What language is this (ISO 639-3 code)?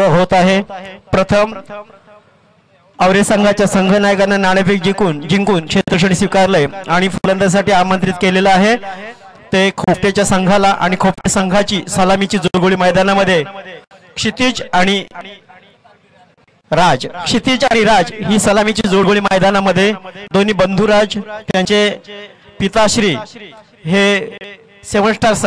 mar